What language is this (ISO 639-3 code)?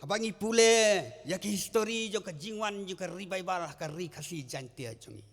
kha